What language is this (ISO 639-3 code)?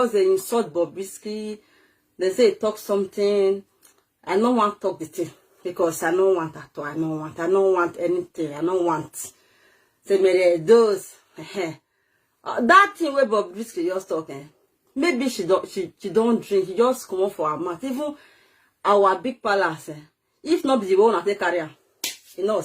pcm